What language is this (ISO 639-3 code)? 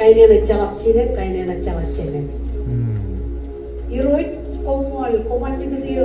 mah